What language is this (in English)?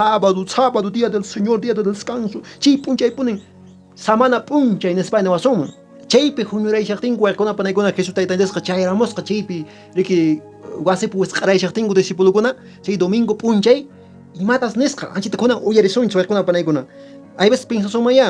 Quechua